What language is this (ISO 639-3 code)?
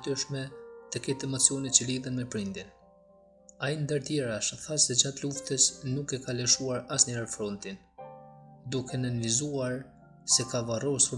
sqi